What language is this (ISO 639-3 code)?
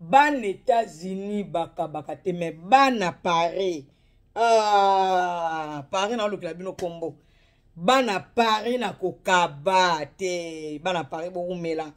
lin